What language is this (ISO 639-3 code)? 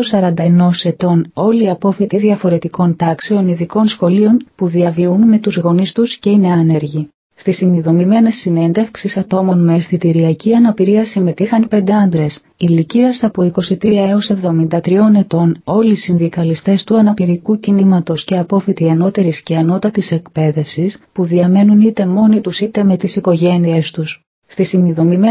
ell